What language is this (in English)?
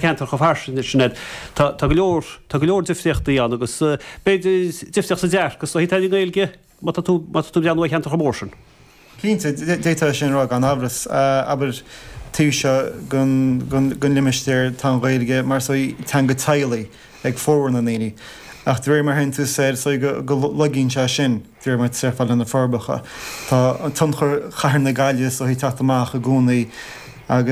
Irish